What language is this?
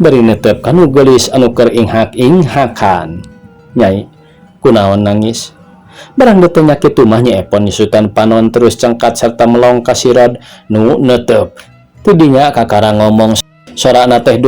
Sundanese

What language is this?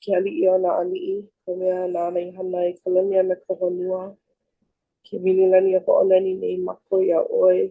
Hawaiian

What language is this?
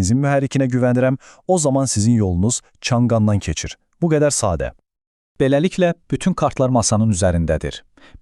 Azerbaijani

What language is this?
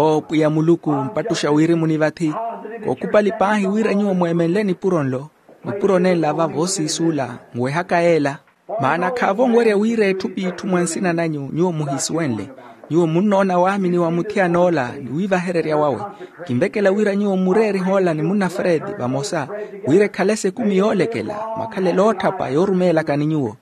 Makhuwa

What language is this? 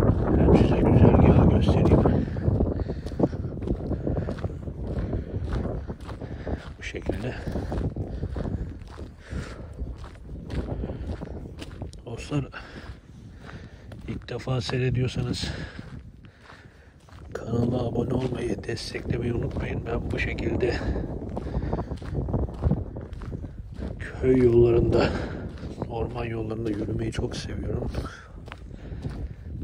Turkish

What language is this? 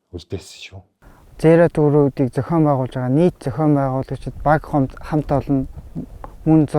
Mongolian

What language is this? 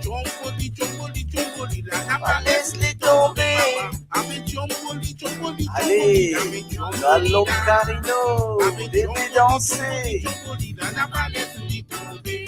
Morisyen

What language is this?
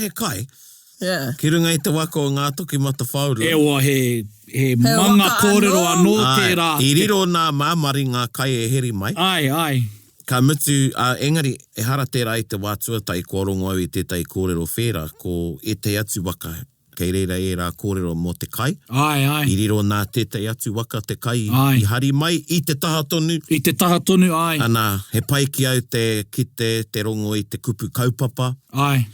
Māori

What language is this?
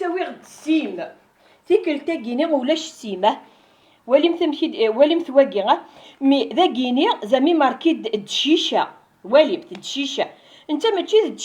Kabyle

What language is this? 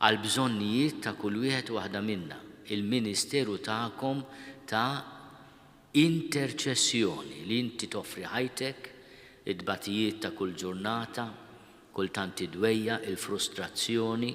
Maltese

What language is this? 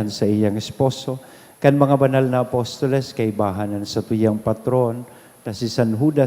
Bikol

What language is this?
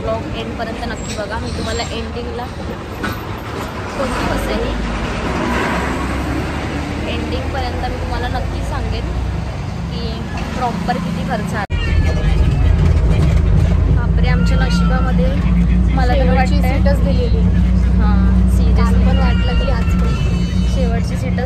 Marathi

